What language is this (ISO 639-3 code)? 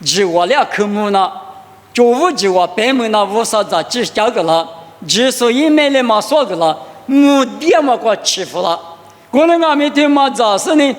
lis